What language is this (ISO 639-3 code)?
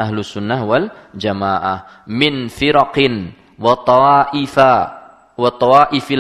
ind